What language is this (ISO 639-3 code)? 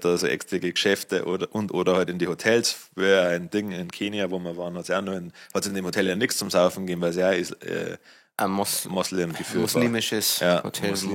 bar